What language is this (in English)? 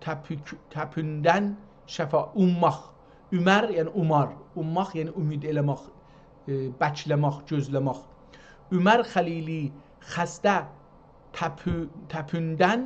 South Azerbaijani